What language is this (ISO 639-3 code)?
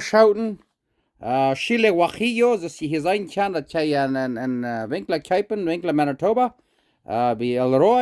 pdt